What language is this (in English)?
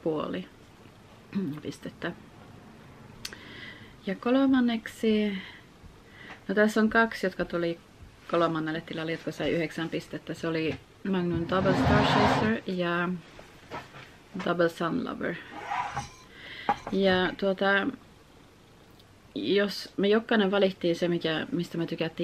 Finnish